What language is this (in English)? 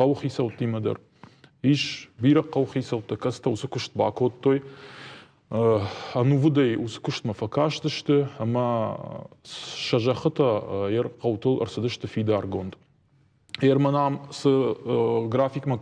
Ossetic